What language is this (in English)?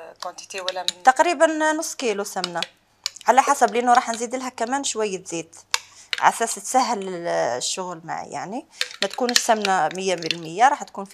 Algerian Arabic